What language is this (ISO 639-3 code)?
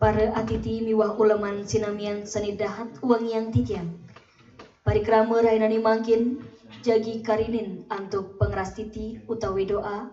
ban